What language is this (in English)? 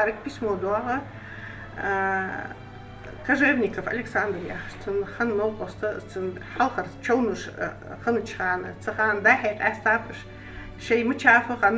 Ingush